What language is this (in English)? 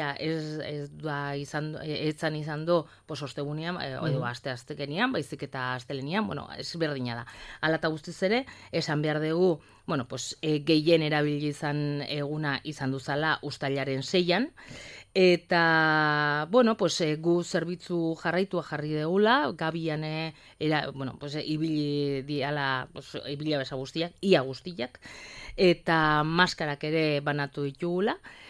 Basque